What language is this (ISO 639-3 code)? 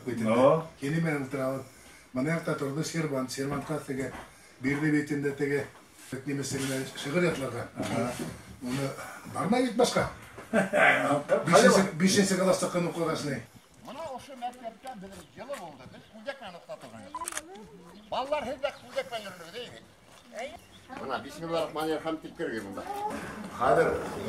bak